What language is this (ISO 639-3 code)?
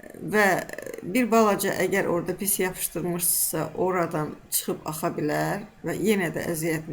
aze